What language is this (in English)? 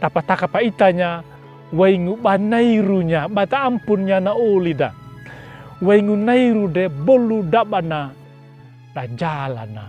Anakalangu